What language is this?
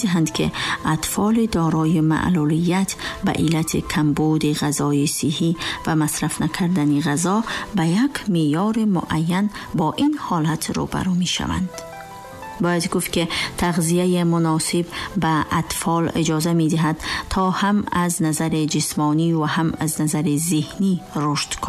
Tajik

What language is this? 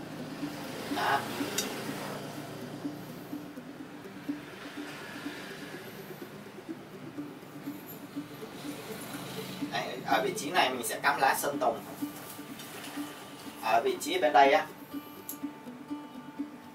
Vietnamese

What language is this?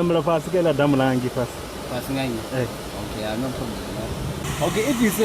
Venda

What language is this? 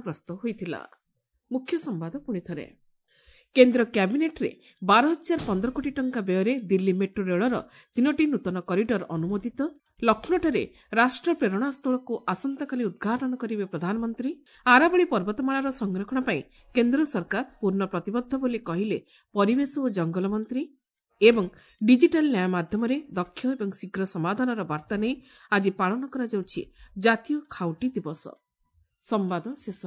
Odia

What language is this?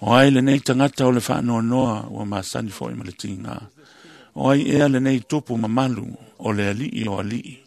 Samoan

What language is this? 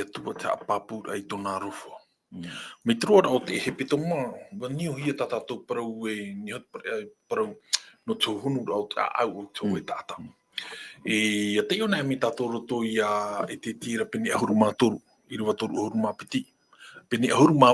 Tahitian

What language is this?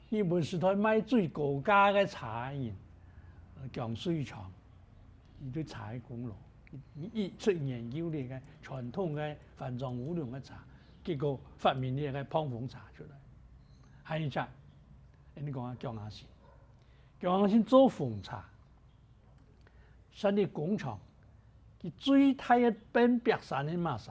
Hakka Chinese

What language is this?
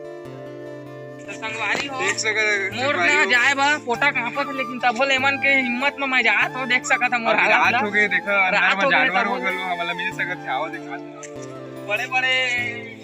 Chhattisgarhi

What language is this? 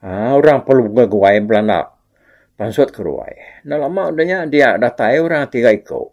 Iban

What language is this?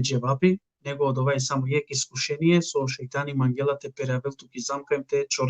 Balkan Romani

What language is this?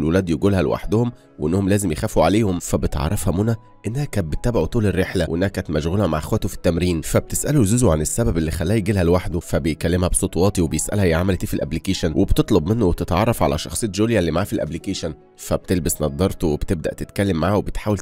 Egyptian Arabic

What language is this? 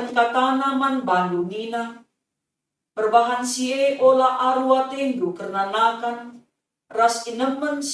Batak Karo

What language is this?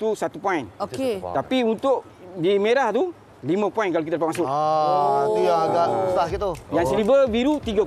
Malay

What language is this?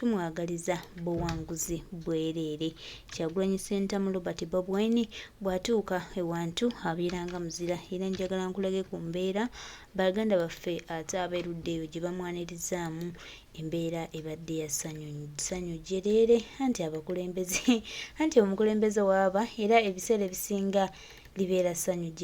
Ganda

